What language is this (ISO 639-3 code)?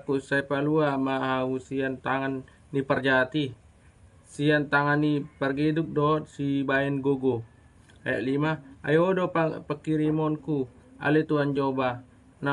bbc